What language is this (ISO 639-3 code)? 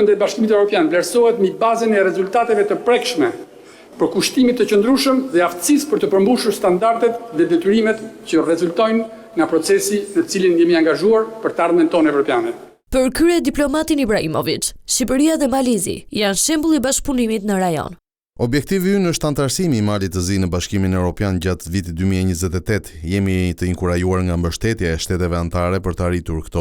sqi